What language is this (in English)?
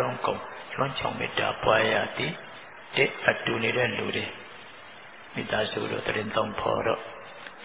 Burmese